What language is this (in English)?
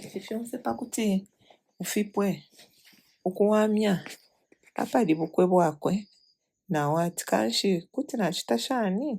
Bemba